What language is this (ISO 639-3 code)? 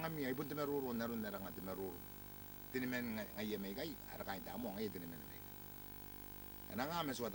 gil